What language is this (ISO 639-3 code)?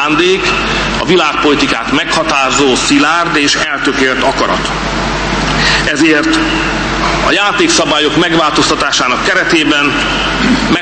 hun